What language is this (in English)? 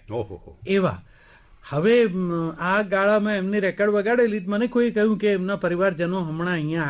Gujarati